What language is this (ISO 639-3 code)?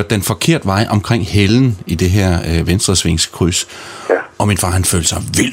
dan